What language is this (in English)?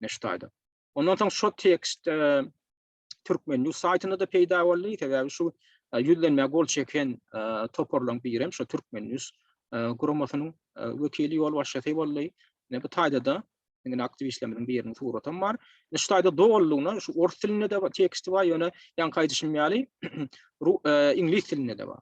Turkmen